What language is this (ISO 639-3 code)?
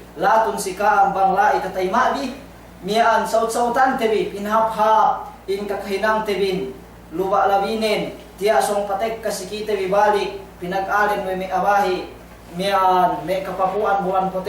yka